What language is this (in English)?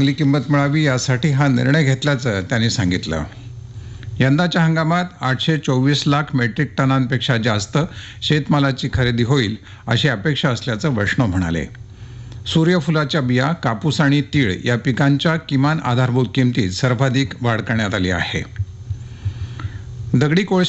Marathi